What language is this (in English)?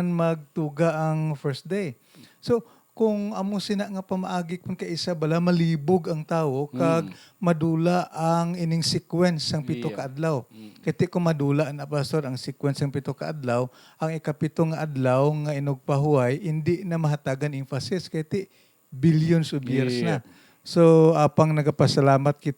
Hiligaynon